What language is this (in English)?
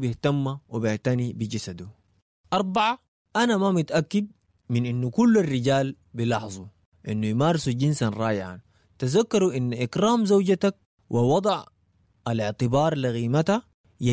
Sudanese Arabic